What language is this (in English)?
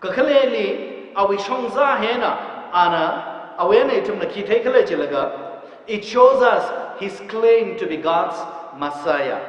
Tangkhul Naga (India)